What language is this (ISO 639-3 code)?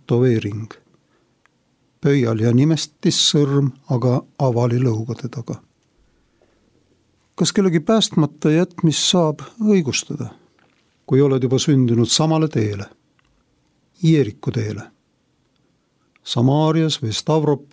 est